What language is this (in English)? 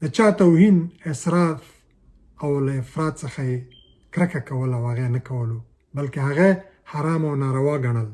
Pashto